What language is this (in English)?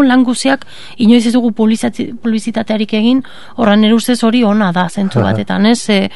Basque